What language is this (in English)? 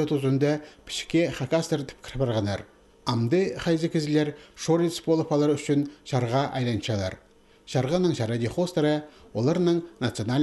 Khakas